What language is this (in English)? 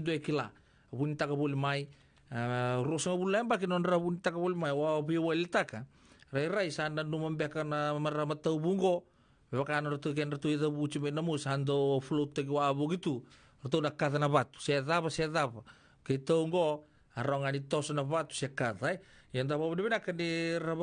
Fijian